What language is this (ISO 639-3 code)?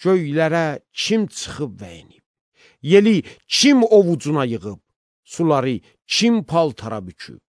aze